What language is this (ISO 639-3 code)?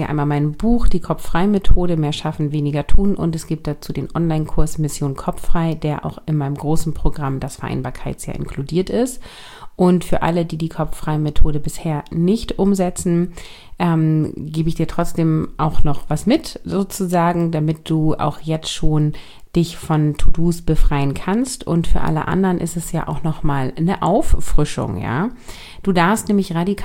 deu